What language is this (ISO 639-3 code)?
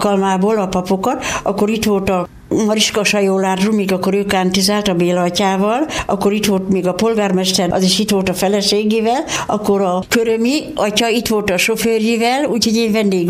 hun